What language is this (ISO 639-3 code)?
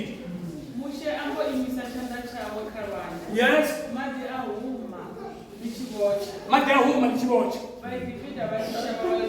ven